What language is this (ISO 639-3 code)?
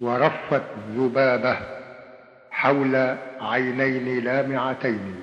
arz